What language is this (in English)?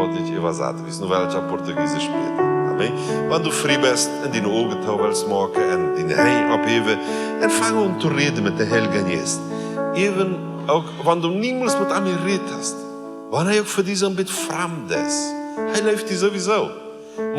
Plautdietsch